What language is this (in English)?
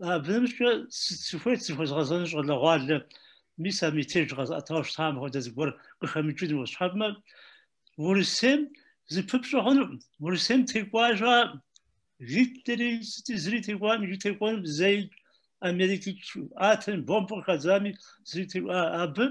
Kabardian